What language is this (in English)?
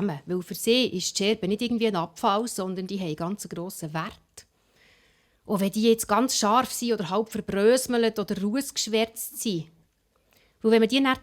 Swiss German